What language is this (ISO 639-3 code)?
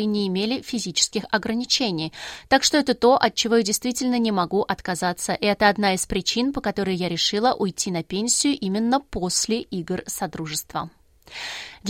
rus